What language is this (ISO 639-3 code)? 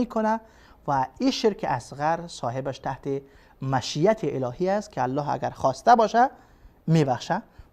fas